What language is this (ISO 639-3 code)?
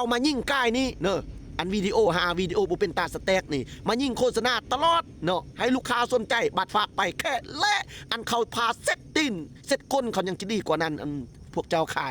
lao